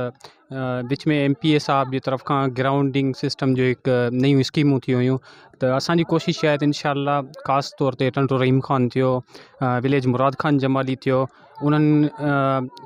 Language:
Sindhi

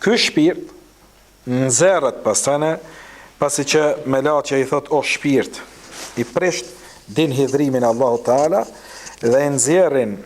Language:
Albanian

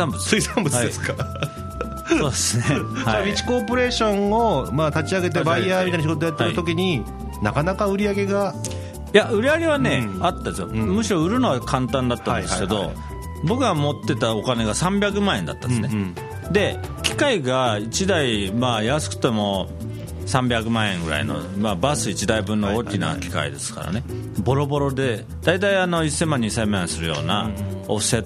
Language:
Japanese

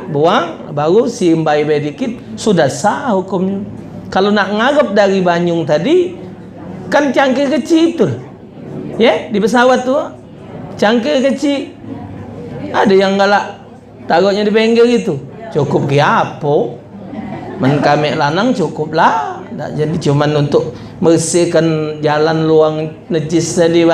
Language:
Musi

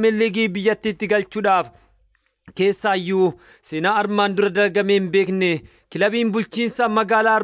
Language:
Oromo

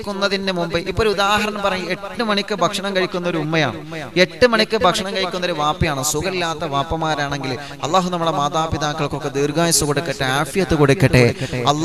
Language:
Malayalam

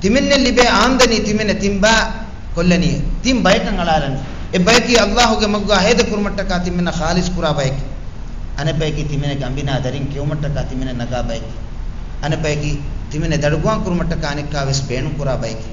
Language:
Divehi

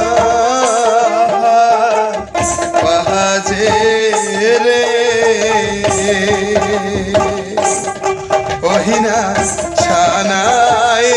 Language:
Bangla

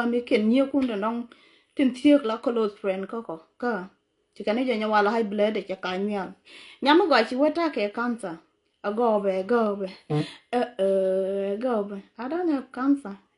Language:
Nuer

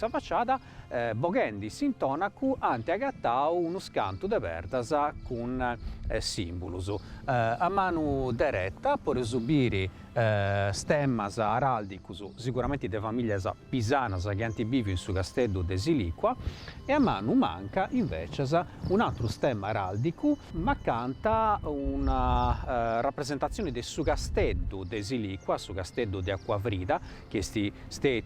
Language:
Sardinian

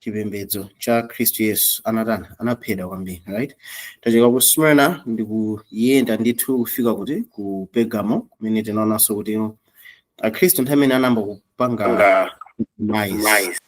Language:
Nyanja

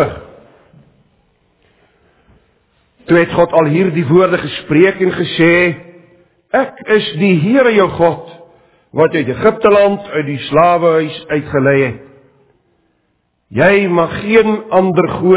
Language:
Afrikaans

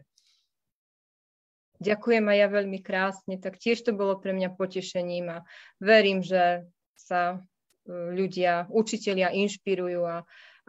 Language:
Slovak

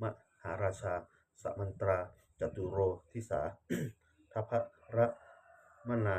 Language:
Pali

